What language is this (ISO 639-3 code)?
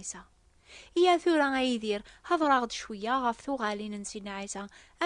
kab